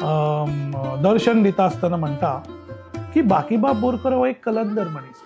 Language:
Konkani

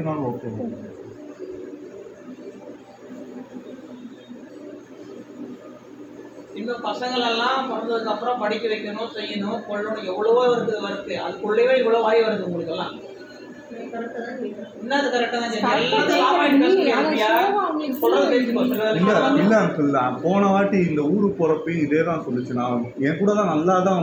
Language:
Tamil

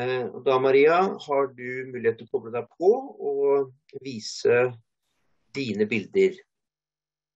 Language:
Norwegian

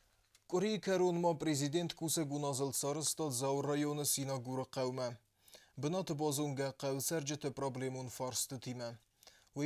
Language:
Ossetic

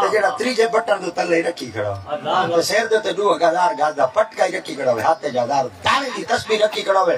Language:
Saraiki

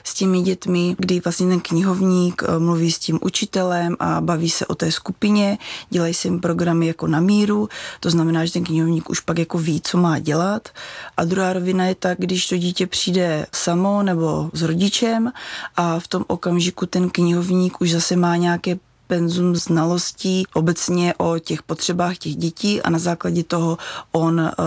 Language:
Czech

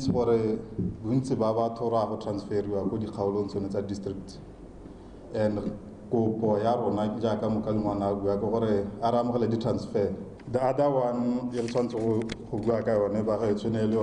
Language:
Tswana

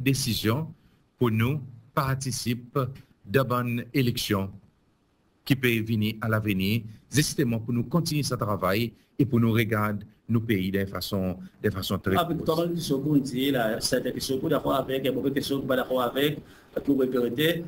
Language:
Seselwa Creole French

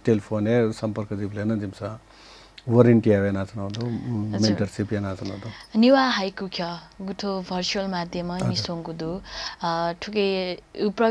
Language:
Newari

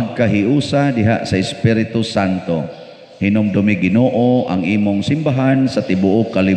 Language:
Cebuano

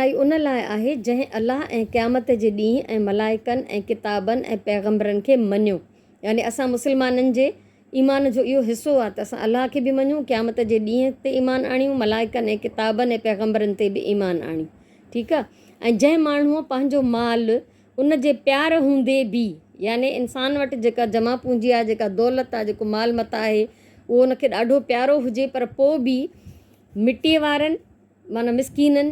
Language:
Sindhi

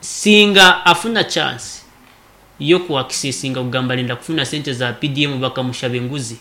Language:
Nyankole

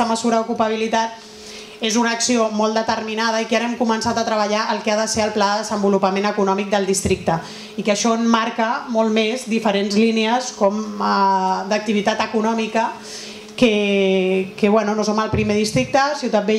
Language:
Catalan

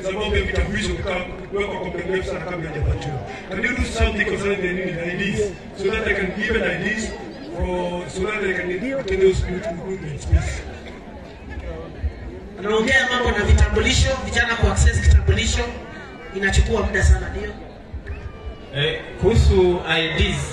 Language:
Swahili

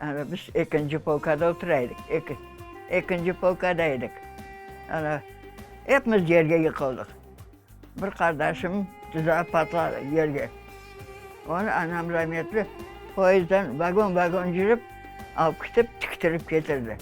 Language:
Crimean Tatar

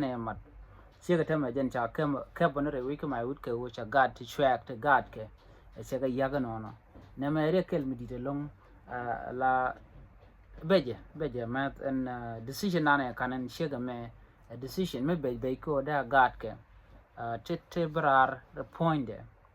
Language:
Nuer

